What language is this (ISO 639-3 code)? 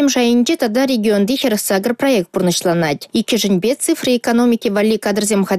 chv